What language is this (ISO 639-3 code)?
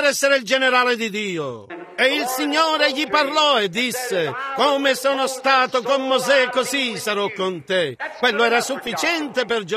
ita